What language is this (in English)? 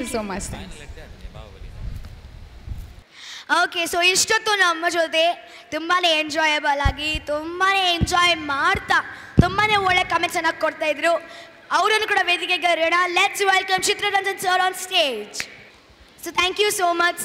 Kannada